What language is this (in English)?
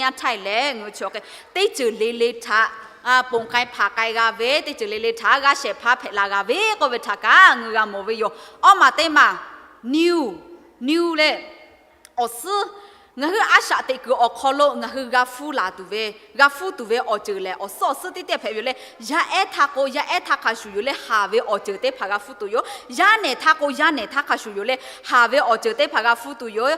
Lahu